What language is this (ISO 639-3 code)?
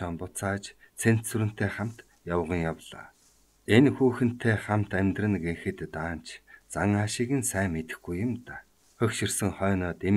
mon